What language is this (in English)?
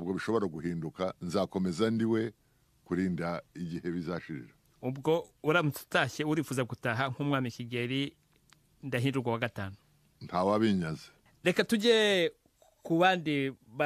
Kinyarwanda